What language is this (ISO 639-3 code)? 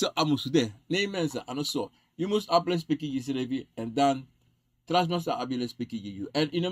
srn